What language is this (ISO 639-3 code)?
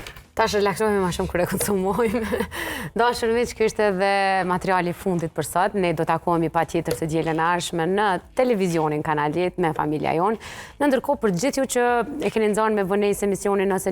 sqi